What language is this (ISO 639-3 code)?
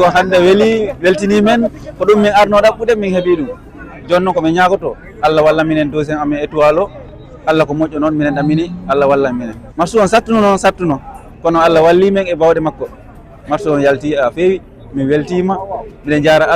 ful